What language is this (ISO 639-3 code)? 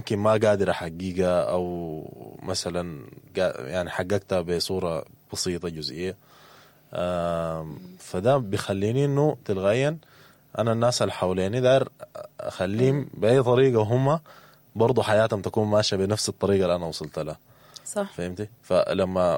apd